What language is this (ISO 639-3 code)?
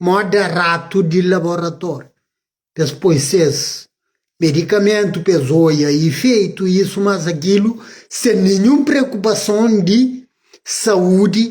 kea